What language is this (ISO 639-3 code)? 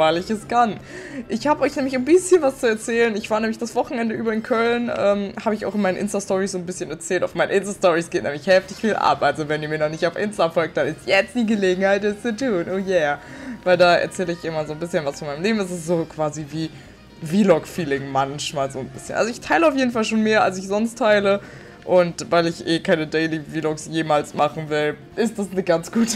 deu